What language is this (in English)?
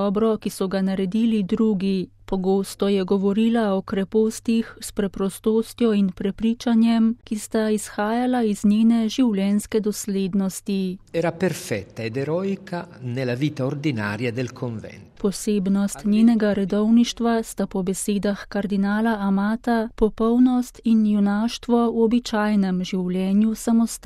Slovenian